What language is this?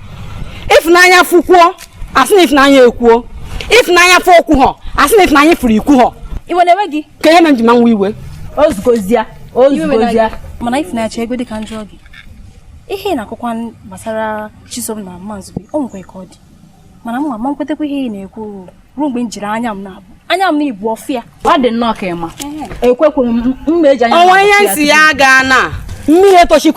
Igbo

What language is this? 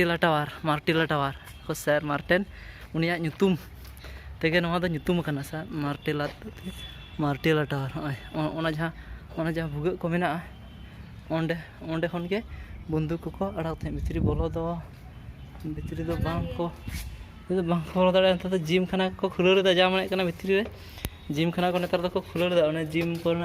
Santali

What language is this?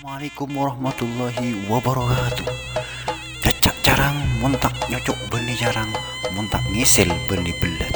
Madurese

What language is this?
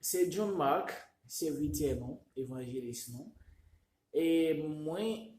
Haitian Creole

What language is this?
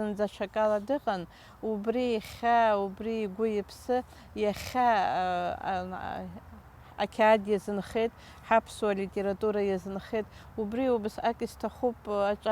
Abkhazian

